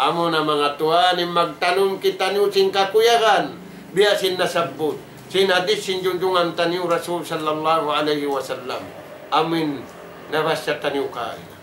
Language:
Tausug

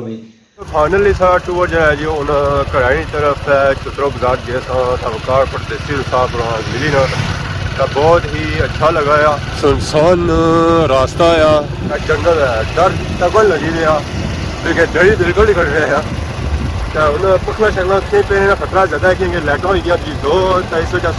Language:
Pahari-Potwari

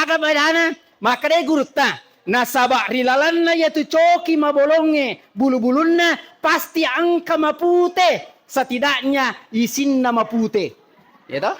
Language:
Buginese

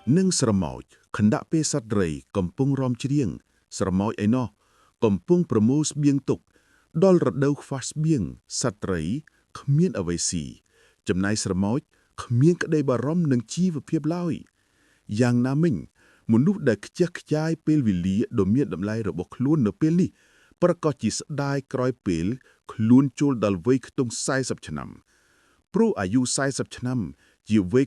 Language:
Khmer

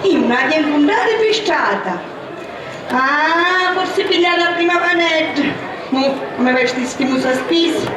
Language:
Sicilian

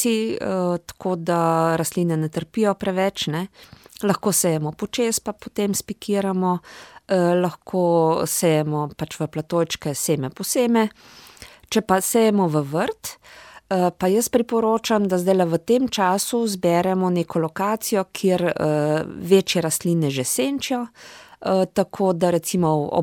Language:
Slovenian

